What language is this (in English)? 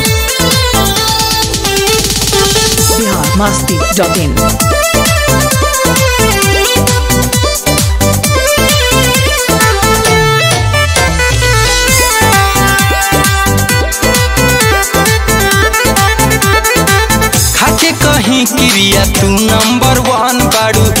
Bhojpuri